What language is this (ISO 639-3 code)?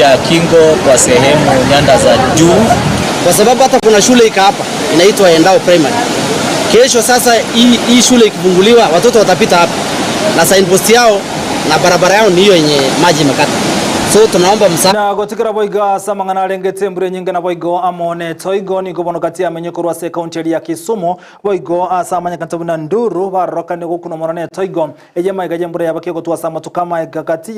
guz